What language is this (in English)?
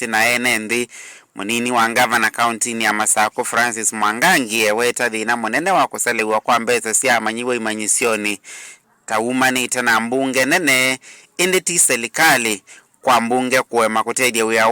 Kamba